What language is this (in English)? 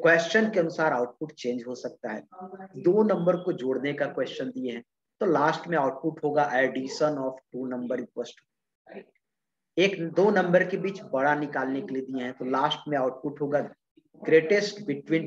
Hindi